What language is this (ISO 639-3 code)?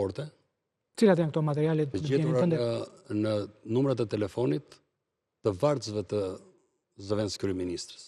sqi